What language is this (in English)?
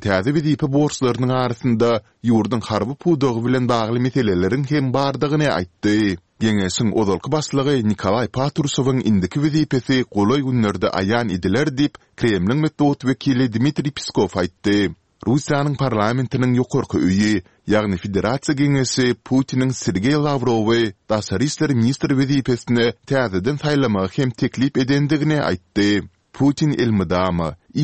Turkmen